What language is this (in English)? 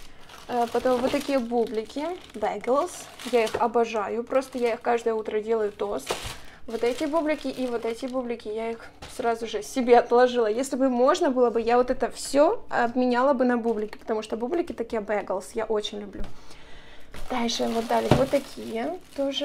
Russian